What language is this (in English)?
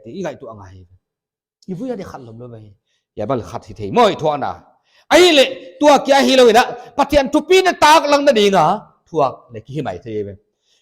Paite Chin